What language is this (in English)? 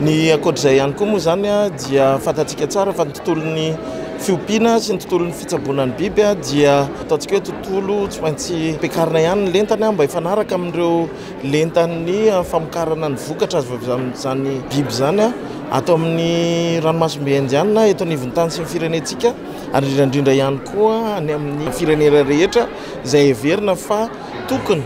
Malagasy